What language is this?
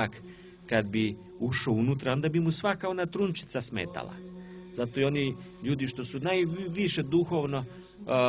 Croatian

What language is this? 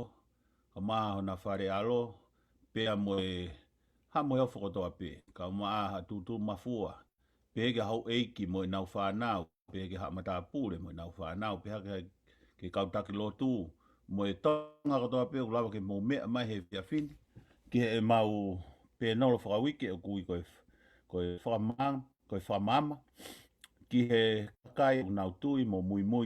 Tongan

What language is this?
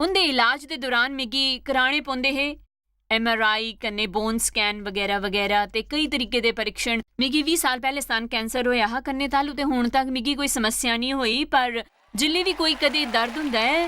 Dogri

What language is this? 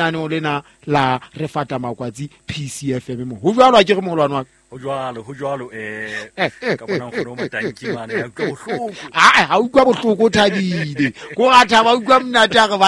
Southern Sotho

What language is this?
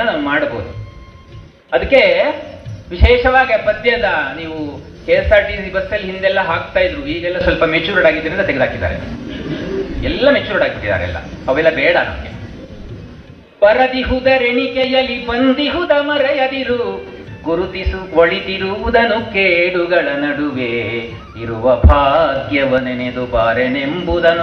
Kannada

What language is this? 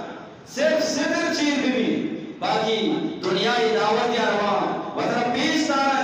Eastern Balochi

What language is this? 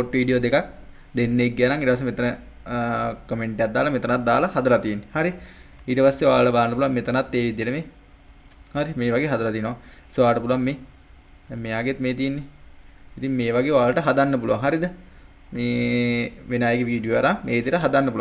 Sinhala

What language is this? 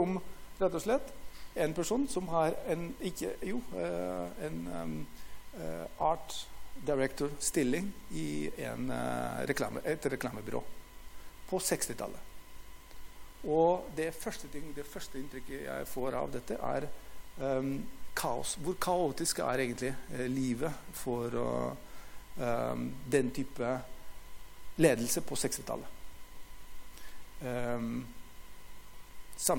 Norwegian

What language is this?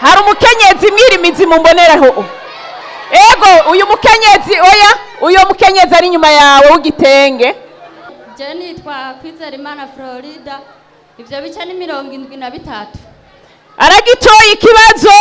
Rundi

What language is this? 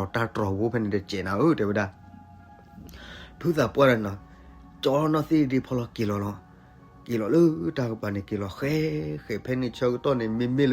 S'gaw Karen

